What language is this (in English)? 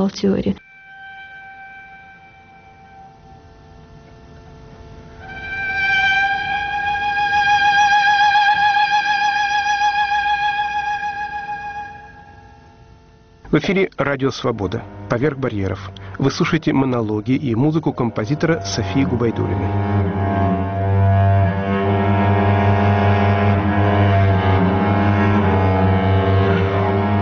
Russian